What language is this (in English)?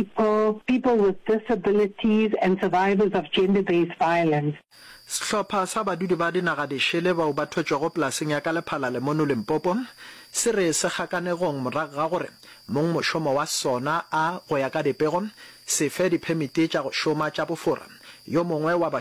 Northern Sotho